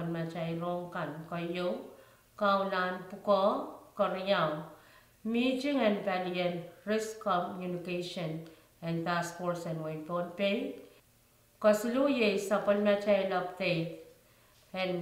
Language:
Pohnpeian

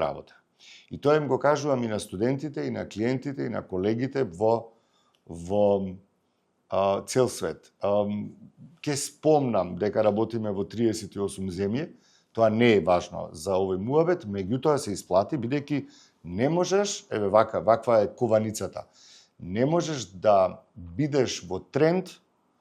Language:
Macedonian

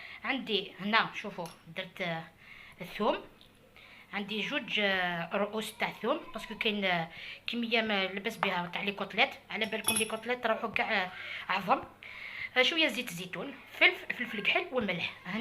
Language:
Algerian Arabic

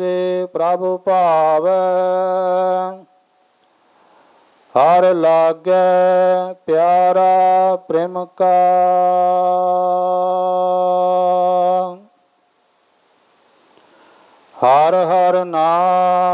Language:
Punjabi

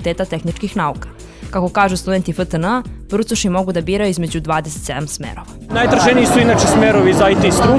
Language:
Serbian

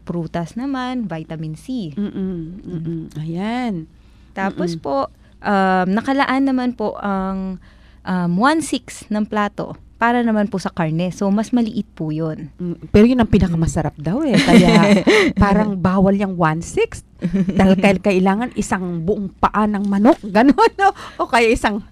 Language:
Filipino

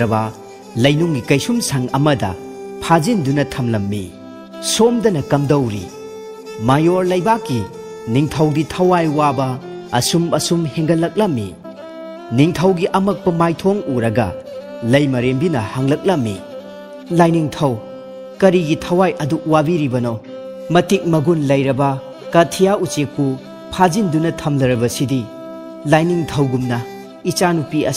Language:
Manipuri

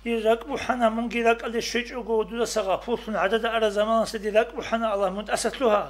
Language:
Avaric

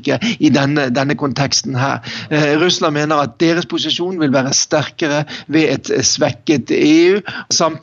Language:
Norwegian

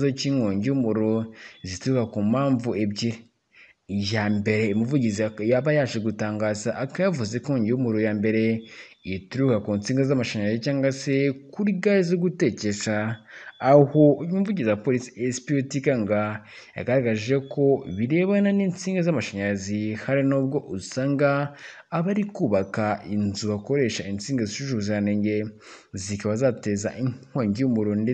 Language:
Kinyarwanda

